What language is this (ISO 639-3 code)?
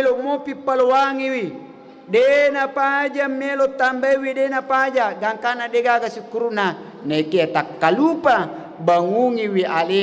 bug